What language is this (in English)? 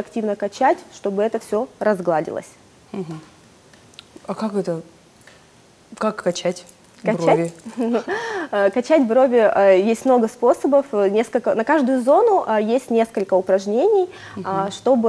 Russian